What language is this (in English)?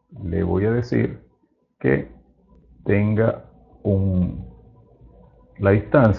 Spanish